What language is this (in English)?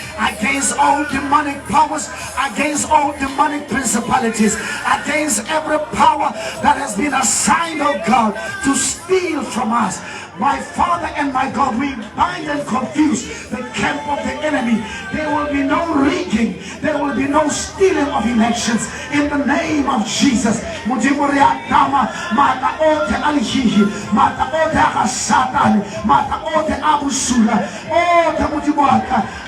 Tswana